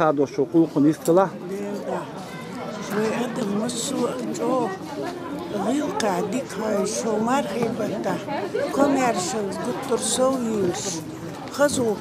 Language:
Chechen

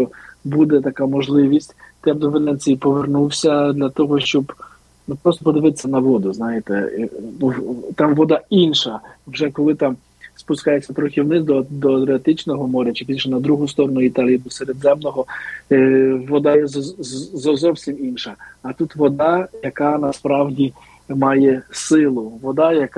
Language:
Ukrainian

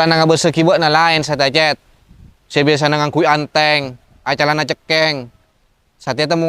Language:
Madurese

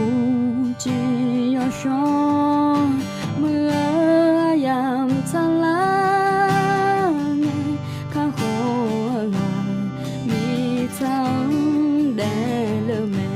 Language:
Akha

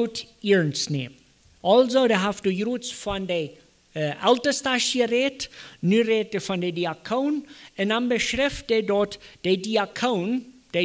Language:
Plautdietsch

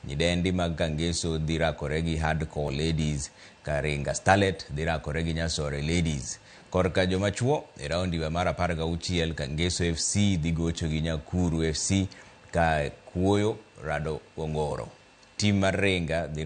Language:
Luo (Kenya and Tanzania)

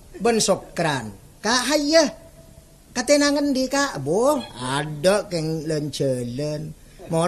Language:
Javanese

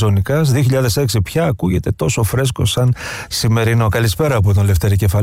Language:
Greek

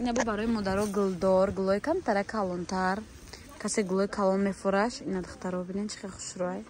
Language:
Tajik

